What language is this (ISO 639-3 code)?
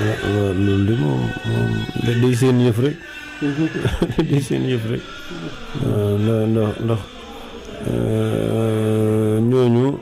wol